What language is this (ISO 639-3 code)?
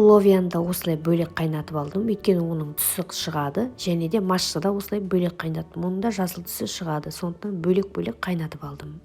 kaz